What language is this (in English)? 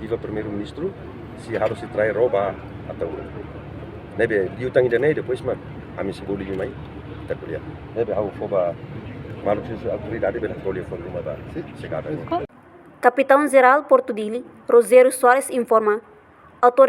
Tetum